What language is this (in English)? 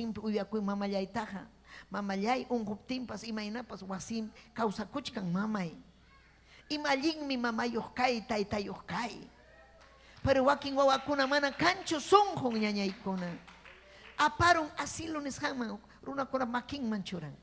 Ayacucho Quechua